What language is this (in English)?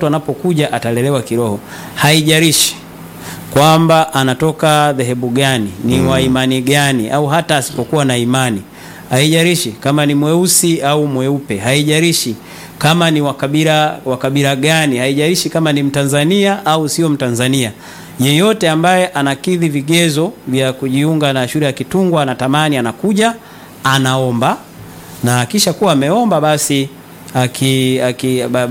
Swahili